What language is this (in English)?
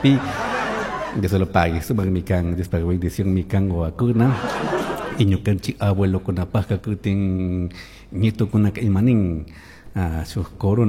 Chimborazo Highland Quichua